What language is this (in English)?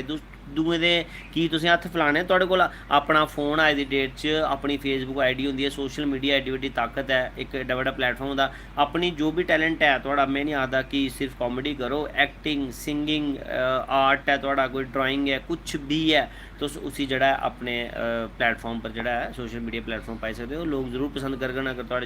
Dogri